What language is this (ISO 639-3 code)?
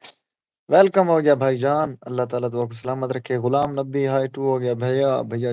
skr